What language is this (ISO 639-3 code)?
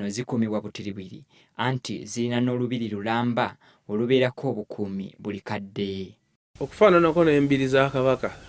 lug